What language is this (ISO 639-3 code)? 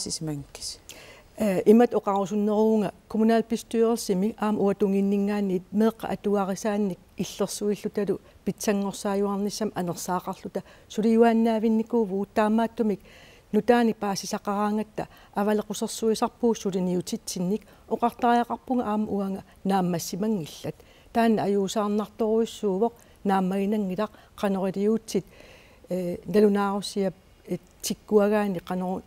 kal